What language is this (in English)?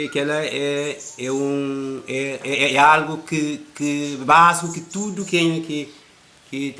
Kabuverdianu